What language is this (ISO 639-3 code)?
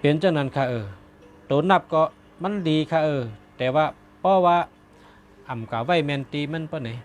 shn